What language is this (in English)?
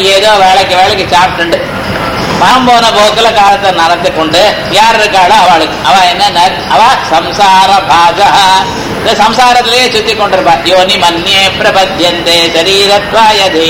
Tamil